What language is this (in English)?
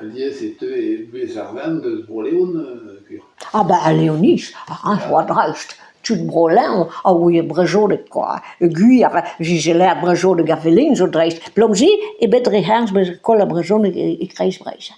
Breton